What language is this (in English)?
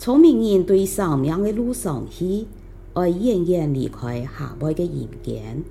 Hakka Chinese